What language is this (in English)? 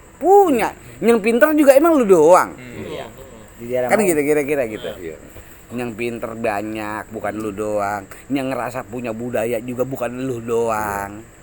Betawi